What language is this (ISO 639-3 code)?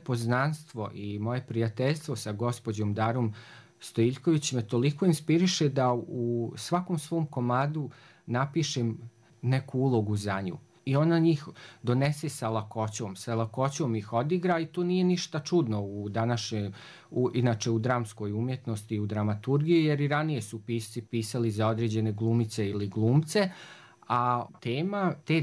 hrv